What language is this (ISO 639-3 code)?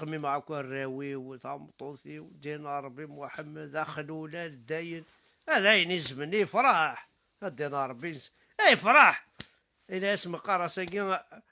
kab